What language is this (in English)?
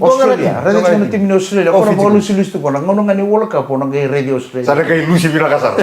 Fijian